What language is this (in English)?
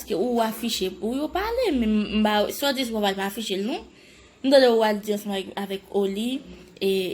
Haitian Creole